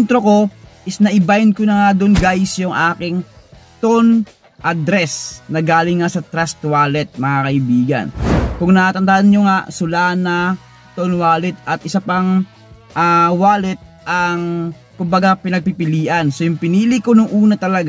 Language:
Filipino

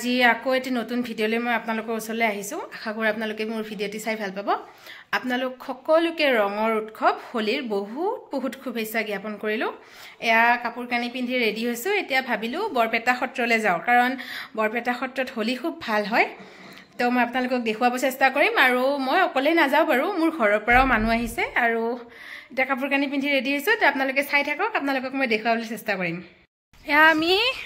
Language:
Assamese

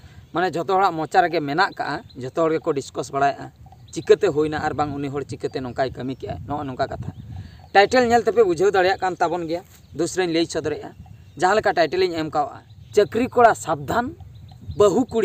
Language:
Santali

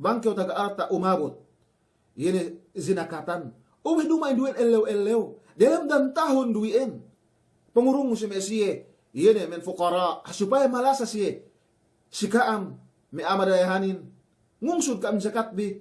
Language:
Yakan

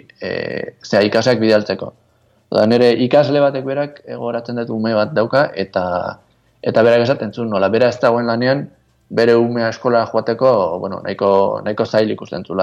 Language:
Basque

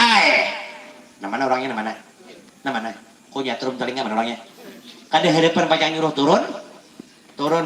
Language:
Banjar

